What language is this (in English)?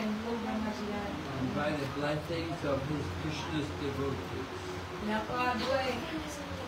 Thai